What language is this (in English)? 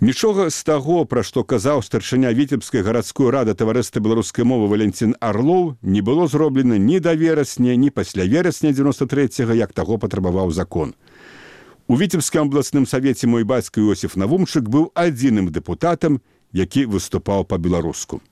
Belarusian